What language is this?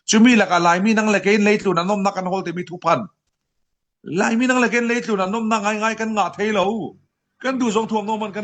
Falam Chin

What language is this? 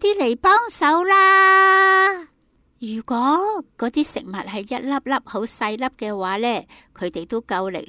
Cantonese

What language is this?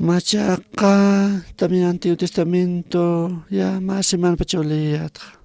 Aymara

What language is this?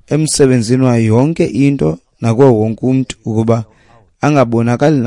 Xhosa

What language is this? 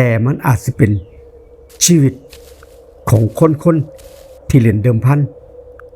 Northeastern Thai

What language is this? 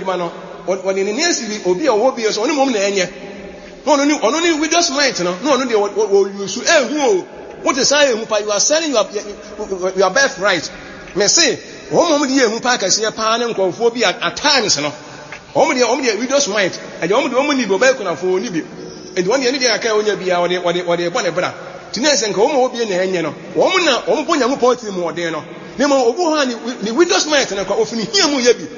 Akan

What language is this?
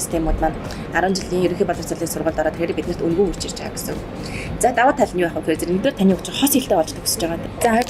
Mongolian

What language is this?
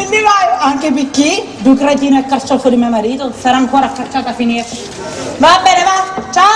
Sicilian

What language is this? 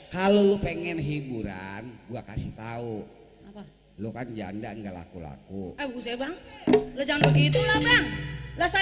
Betawi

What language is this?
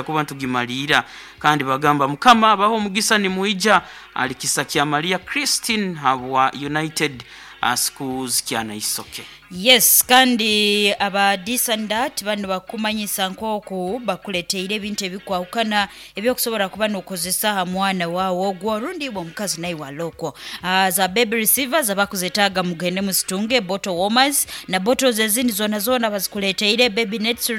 Nyankole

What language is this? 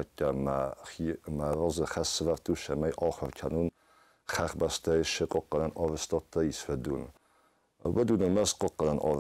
Ossetic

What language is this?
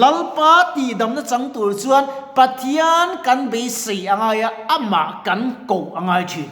Mizo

